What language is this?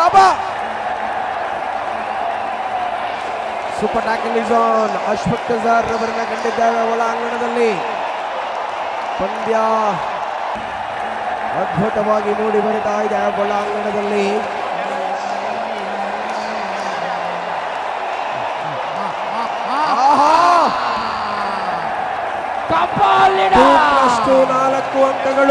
Kannada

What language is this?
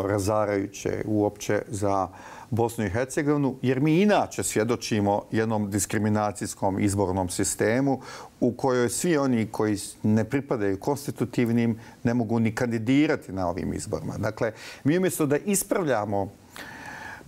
Bosnian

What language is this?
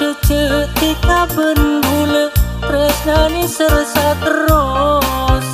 Madurese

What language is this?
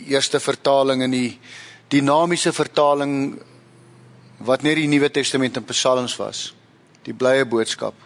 Afrikaans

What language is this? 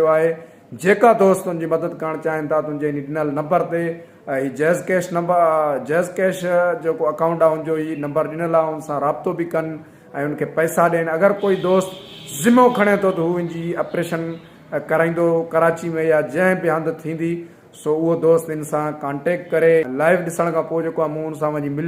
Sindhi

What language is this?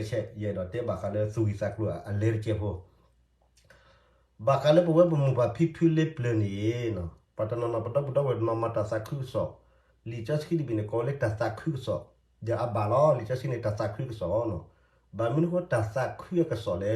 S'gaw Karen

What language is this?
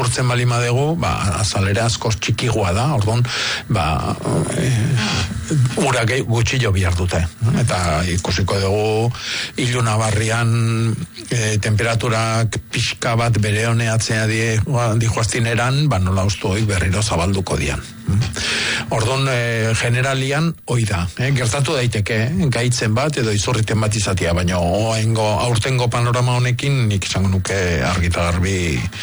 Basque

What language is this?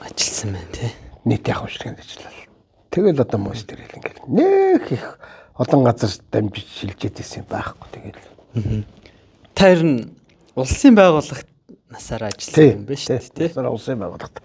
Mongolian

